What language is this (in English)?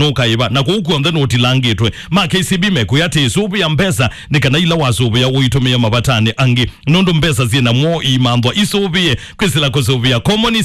Kamba